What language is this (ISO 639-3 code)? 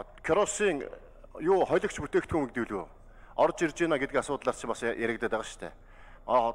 mon